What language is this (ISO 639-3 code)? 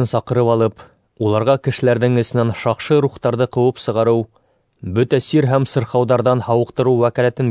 bak